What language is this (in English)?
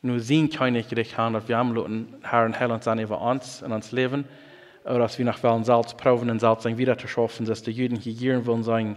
Plautdietsch